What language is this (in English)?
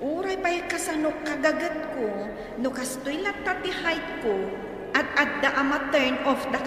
Iloko